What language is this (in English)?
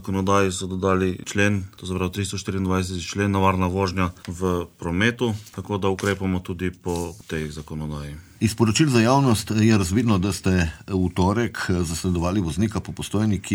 Slovenian